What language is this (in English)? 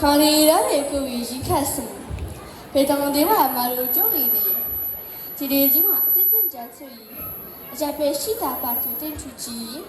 Tibetan